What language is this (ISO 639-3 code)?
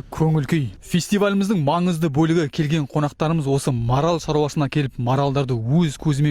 kaz